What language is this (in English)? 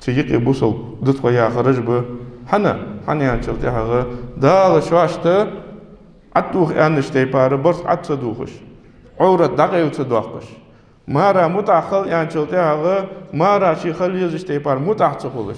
Ingush